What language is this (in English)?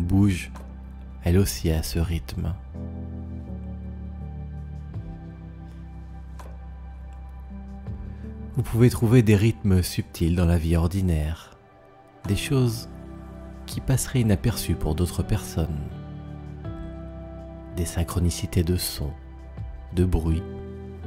French